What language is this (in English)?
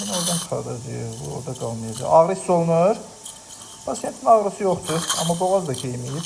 Azerbaijani